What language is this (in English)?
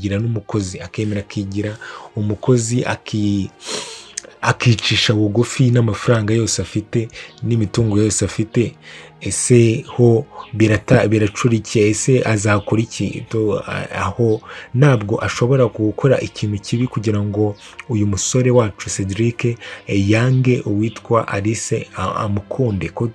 Kinyarwanda